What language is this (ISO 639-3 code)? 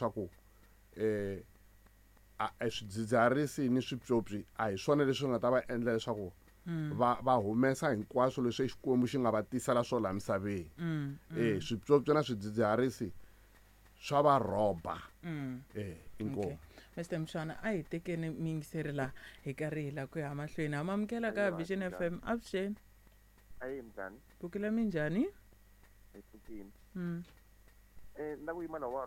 tso